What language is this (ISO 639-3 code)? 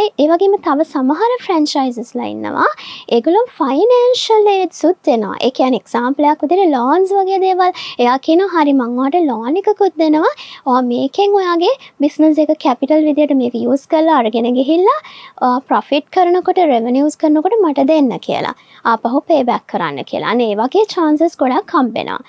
sin